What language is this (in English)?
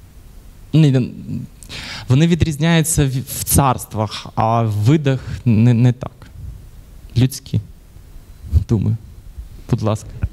Ukrainian